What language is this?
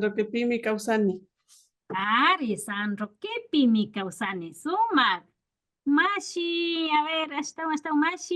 Imbabura Highland Quichua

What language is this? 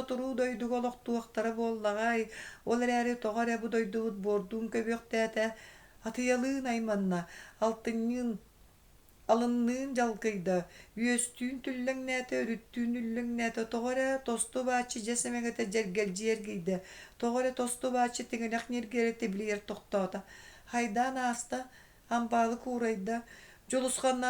Yakut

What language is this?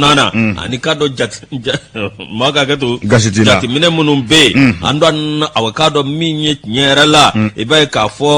Bambara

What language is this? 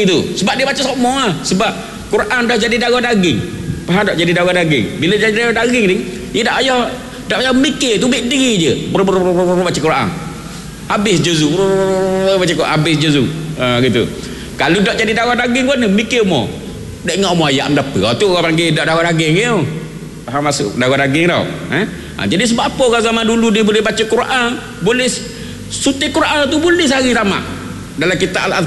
Malay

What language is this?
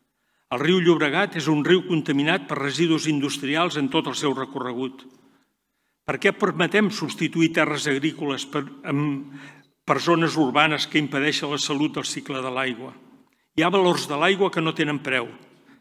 Catalan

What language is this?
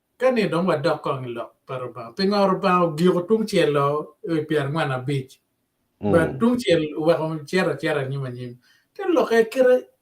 Acoli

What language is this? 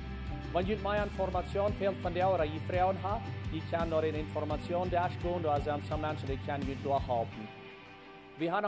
Plautdietsch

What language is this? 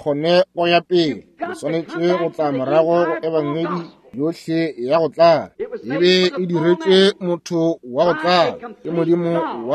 Northern Sotho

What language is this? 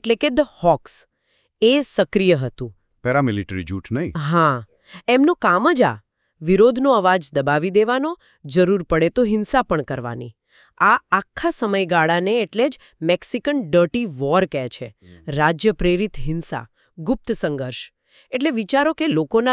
Gujarati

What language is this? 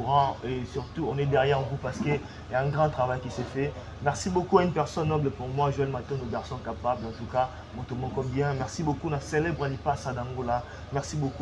Lingala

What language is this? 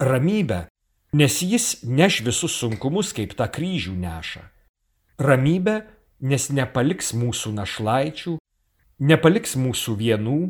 Lithuanian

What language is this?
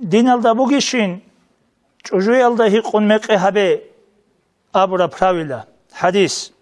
Avaric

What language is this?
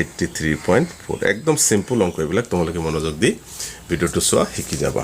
Assamese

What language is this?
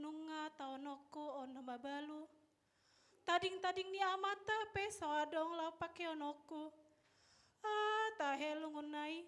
Batak Toba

